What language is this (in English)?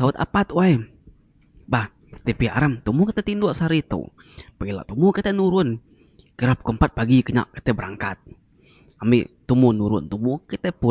Iban